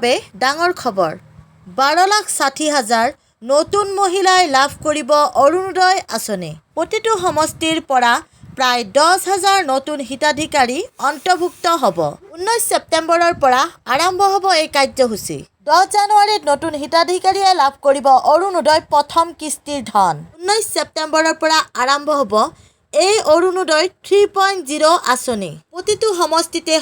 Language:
Assamese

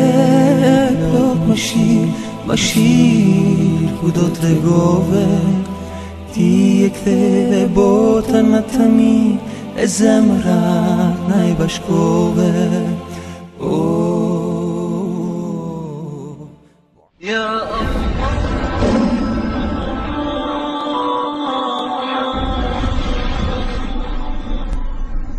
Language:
Bosnian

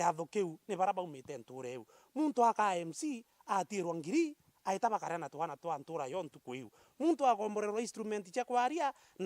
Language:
Meru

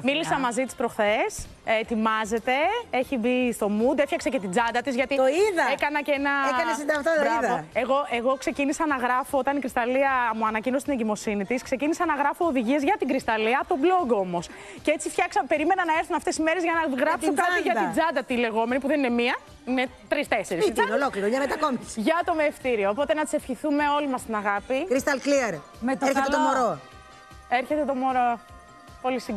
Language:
Greek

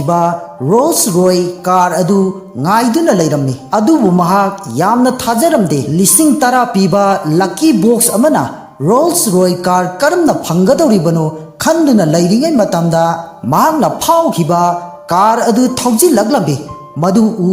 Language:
Manipuri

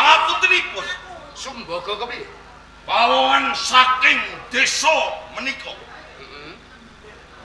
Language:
Javanese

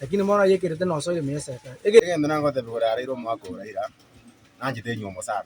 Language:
Gusii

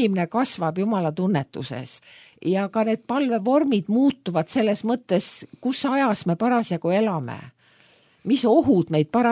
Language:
Estonian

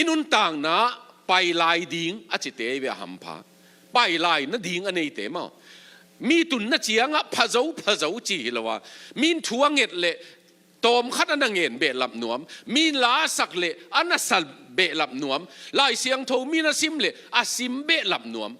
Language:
Tedim Chin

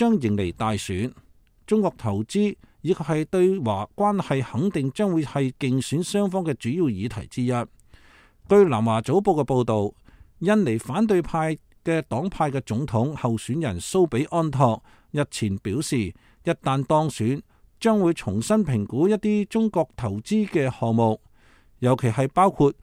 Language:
Cantonese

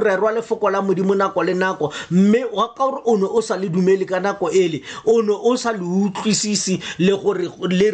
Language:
Tswana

